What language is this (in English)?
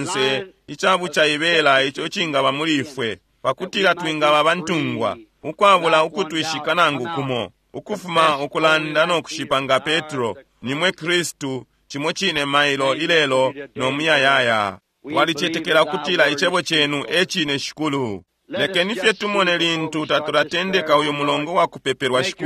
Bemba